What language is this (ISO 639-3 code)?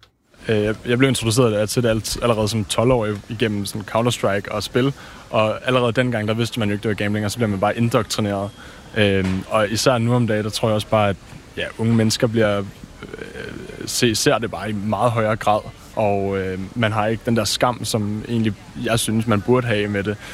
dan